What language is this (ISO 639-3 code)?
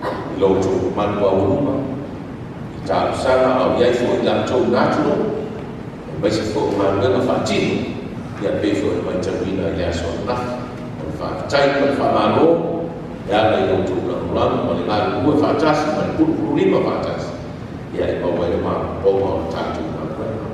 smo